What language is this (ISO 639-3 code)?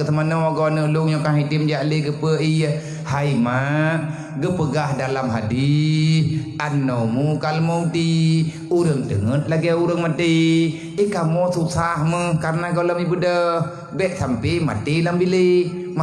ace